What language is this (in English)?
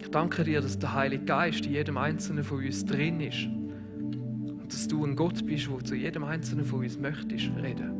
Swiss German